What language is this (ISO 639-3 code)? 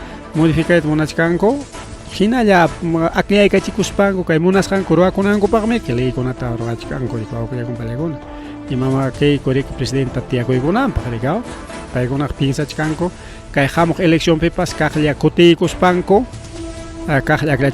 quy